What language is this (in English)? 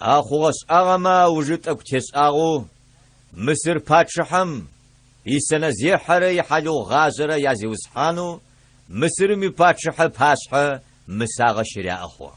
Adyghe